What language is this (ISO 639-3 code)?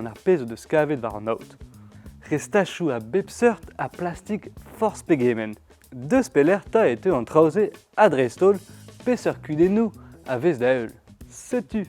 bre